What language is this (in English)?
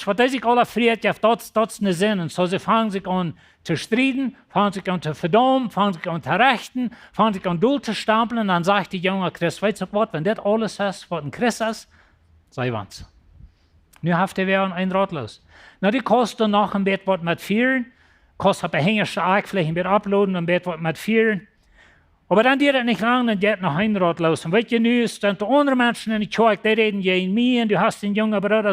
Plautdietsch